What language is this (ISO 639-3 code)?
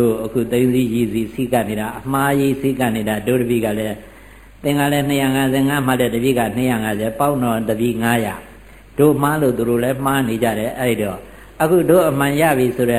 mya